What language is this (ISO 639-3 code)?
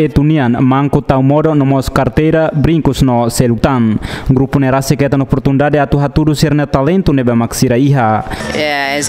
tet